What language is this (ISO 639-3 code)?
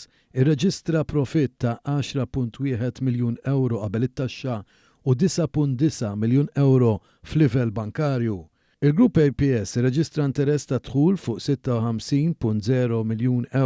mlt